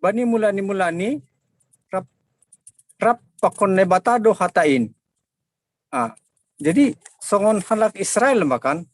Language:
Batak Simalungun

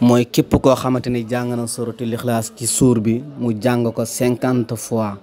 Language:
Wolof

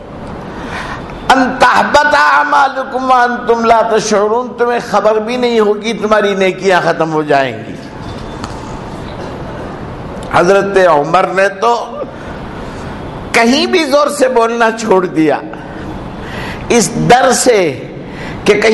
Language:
Urdu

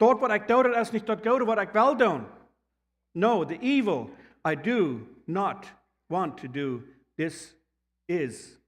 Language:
Plautdietsch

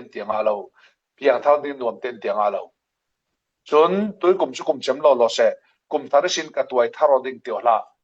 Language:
Falam Chin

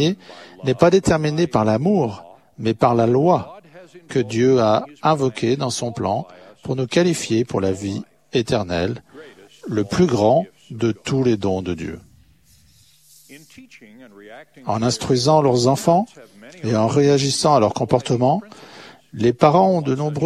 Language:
French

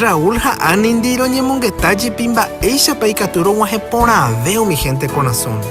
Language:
Guarani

